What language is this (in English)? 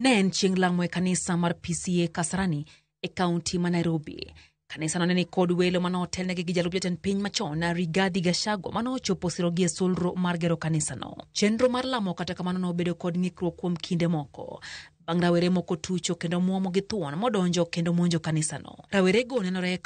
Luo (Kenya and Tanzania)